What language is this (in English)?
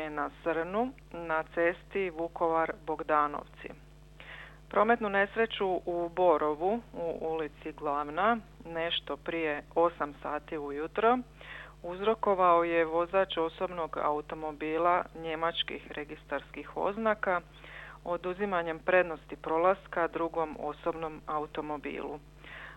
Croatian